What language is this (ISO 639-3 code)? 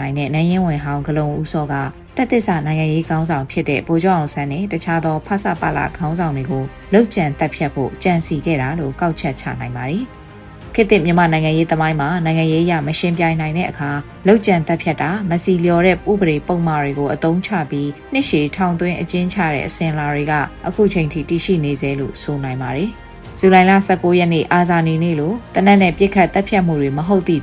mya